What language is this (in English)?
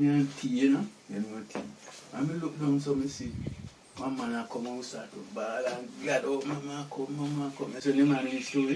Jamaican Creole English